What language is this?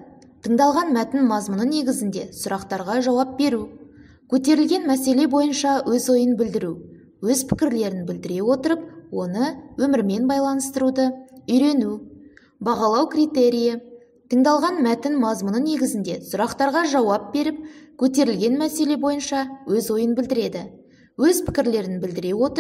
Kazakh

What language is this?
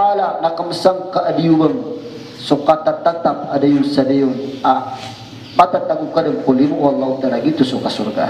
Maranao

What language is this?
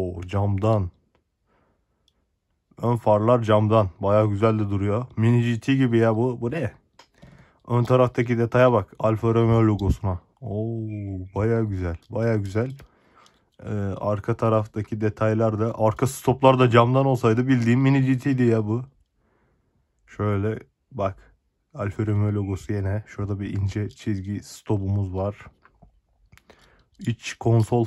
Turkish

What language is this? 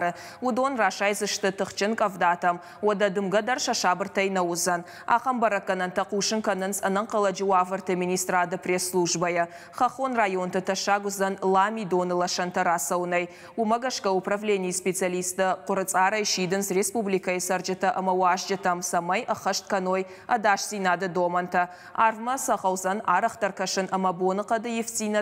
Ossetic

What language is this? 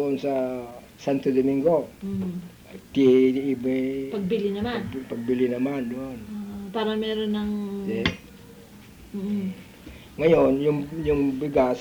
Filipino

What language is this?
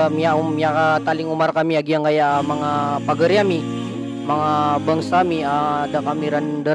Maranao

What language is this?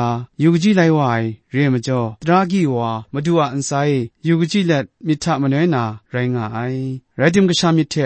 Kachin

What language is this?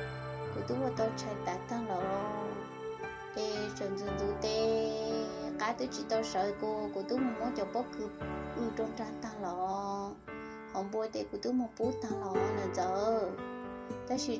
Hmong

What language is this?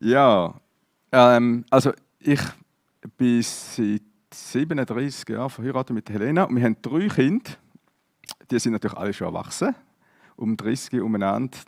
Swiss German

